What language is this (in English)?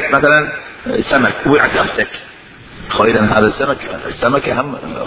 Mesopotamian Arabic